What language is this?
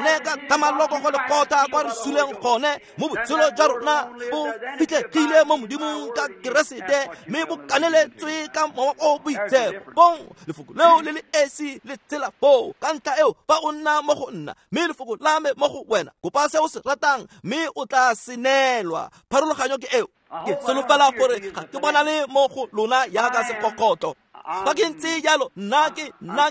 Tswana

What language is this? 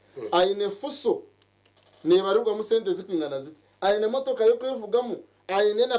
Nyankole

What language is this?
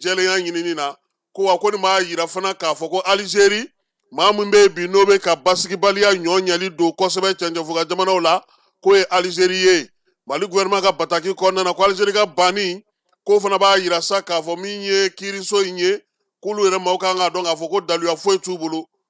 Bambara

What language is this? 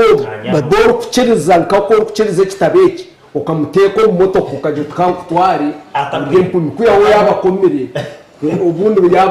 Nyankole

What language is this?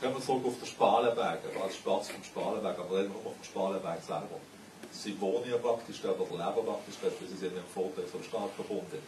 Swiss German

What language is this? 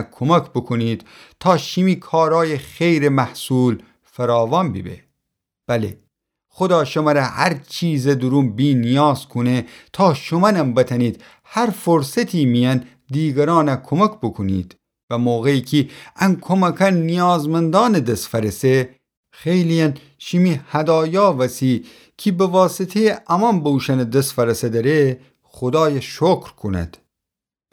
Gilaki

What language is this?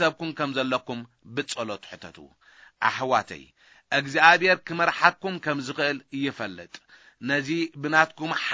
Tigrinya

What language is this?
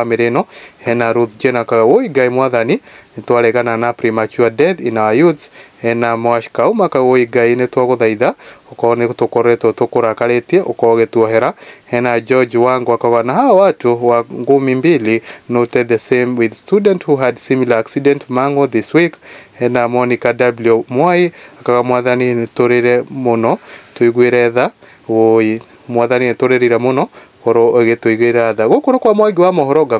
Kikuyu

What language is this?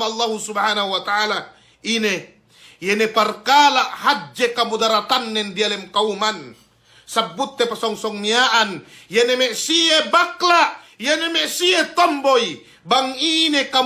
Yakan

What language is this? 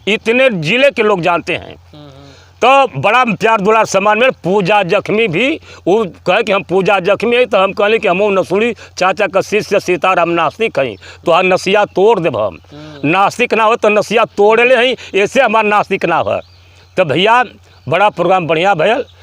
Bhojpuri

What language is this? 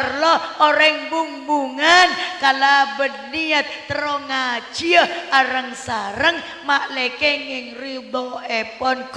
Madurese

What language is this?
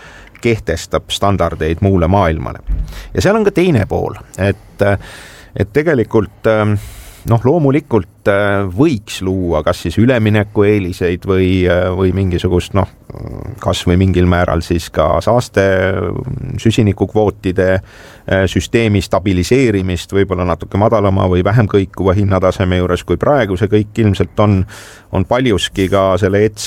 Estonian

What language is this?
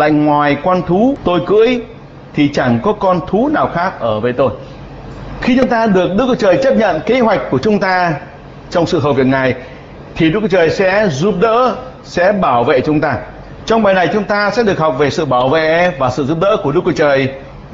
Vietnamese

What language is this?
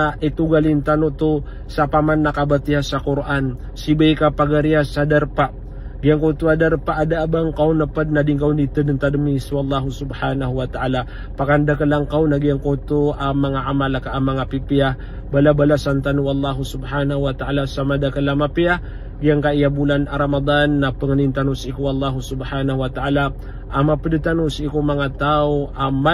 Maranao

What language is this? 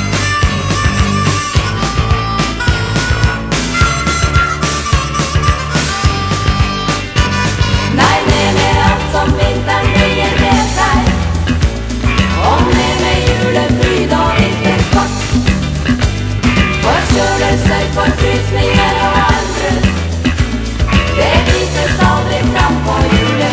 Norwegian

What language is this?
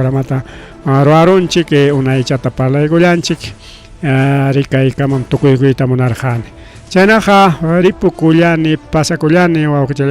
Ayacucho Quechua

